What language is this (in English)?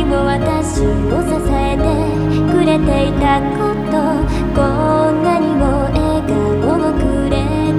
Japanese